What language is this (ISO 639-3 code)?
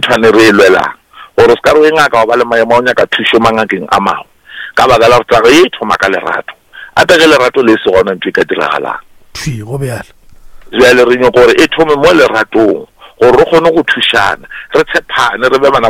nso